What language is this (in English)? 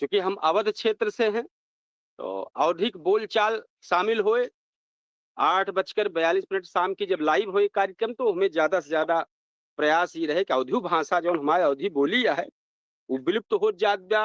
Awadhi